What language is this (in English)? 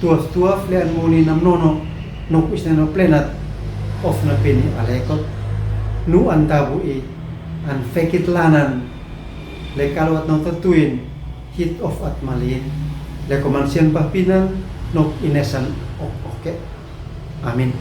Uab Meto